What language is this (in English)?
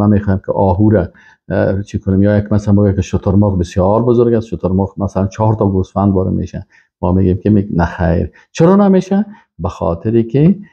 Persian